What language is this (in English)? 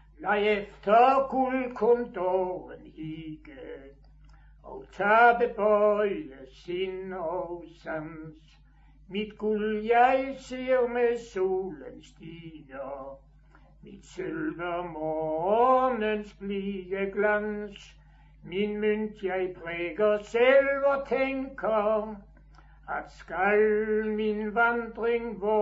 Danish